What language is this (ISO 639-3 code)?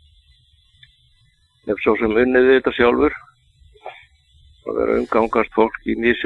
isl